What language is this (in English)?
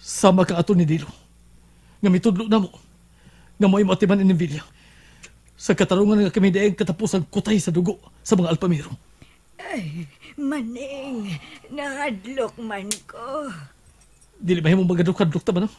Cebuano